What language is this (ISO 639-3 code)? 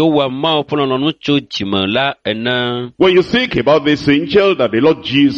ewe